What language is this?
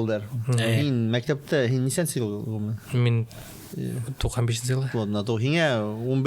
Bashkir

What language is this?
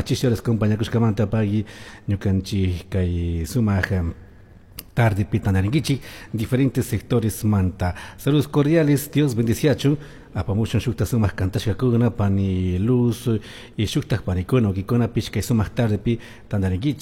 Chimborazo Highland Quichua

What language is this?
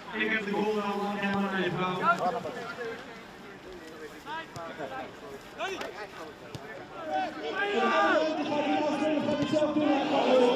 Dutch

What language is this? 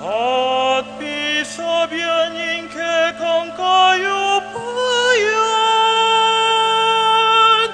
Pampanga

